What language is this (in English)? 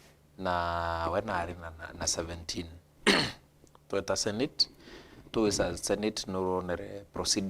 Meru